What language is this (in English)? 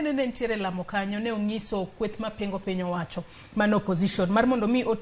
Luo (Kenya and Tanzania)